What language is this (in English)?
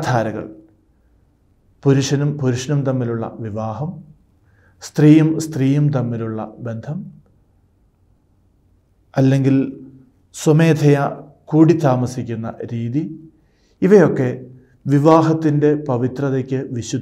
Malayalam